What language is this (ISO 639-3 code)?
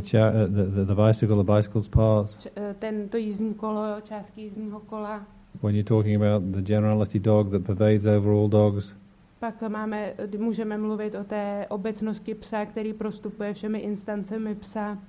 ces